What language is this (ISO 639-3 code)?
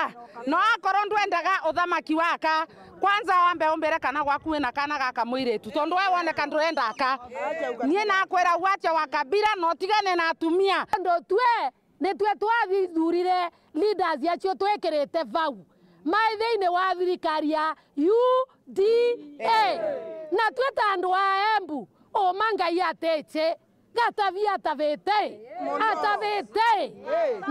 mer